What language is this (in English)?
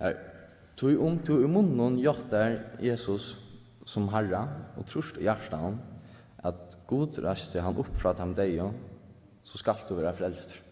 Faroese